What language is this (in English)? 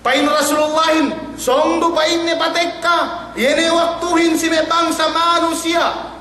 Yakan